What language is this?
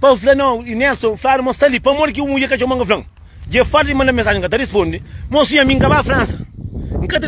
Kabuverdianu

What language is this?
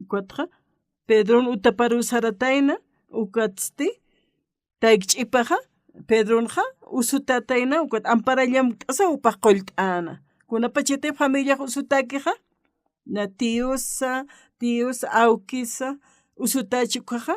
Aymara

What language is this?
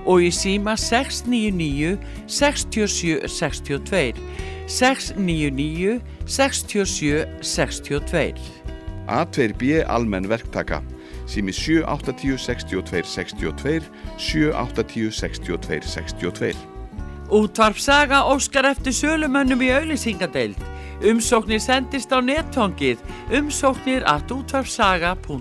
Icelandic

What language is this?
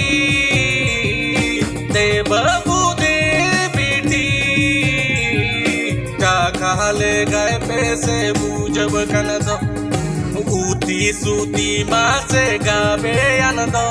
Santali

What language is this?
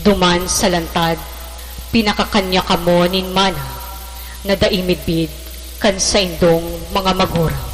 Bikol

